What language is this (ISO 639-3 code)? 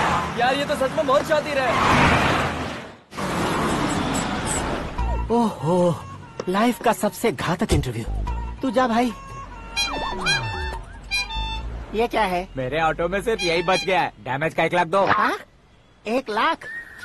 hin